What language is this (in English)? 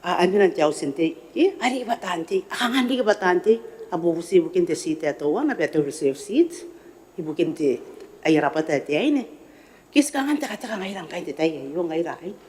Gilbertese